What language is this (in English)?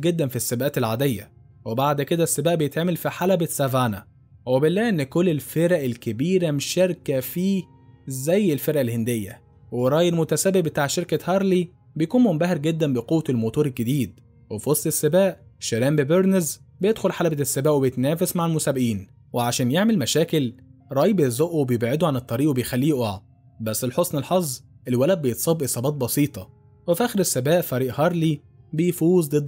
Egyptian Arabic